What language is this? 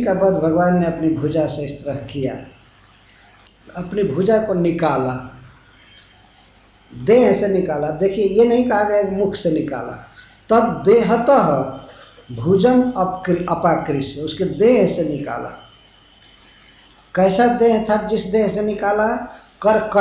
Hindi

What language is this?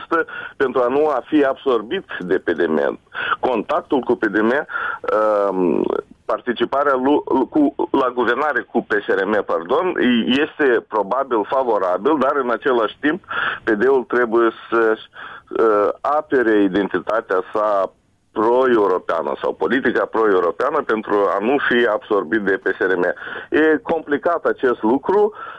Romanian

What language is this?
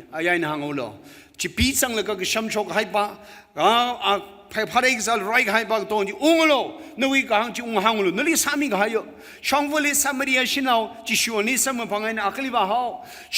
Tangkhul Naga (India)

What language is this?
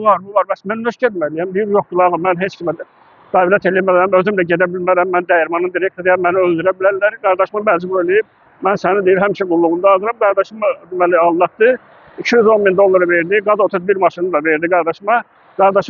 Azerbaijani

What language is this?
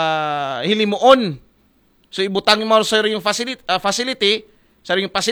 Aklanon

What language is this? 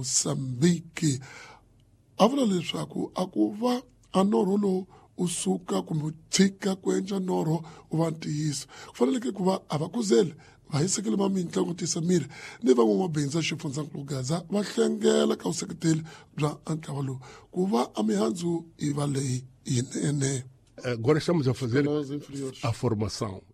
Tsonga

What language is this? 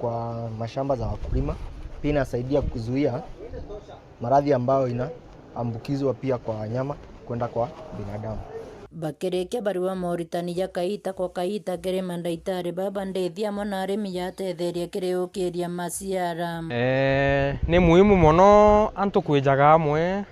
Meru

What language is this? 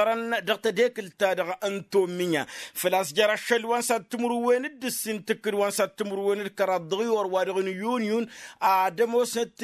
Tamasheq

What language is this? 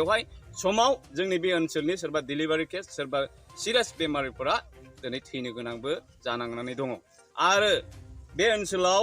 Bodo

